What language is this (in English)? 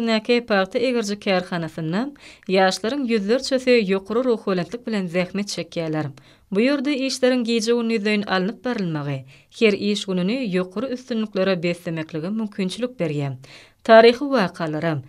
Turkmen